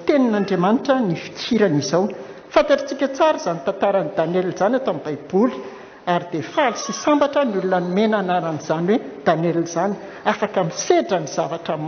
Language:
Malagasy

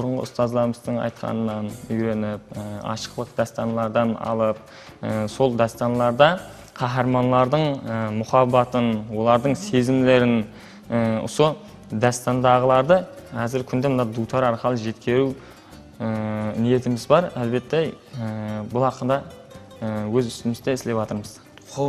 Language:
Kara-Kalpak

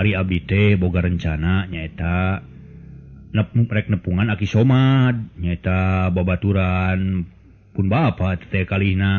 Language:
Sundanese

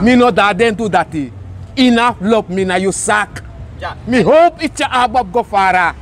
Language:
Sranan Tongo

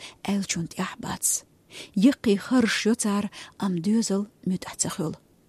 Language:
Chechen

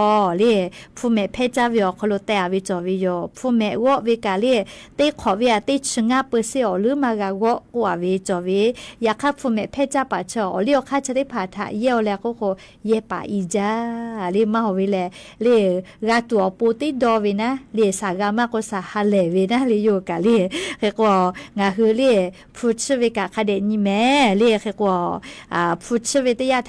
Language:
Lahu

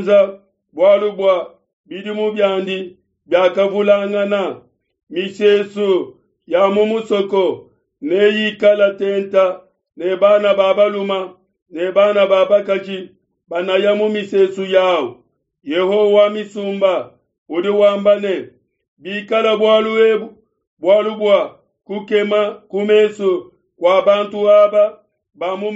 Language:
Luba-Lulua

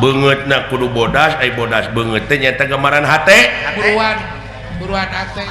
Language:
Sundanese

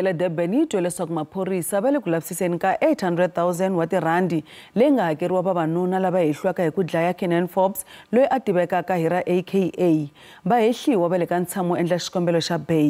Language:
Tsonga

